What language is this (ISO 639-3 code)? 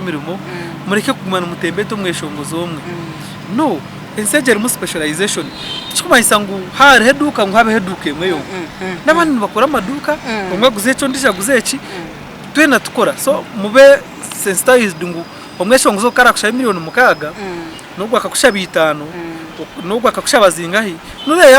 nyn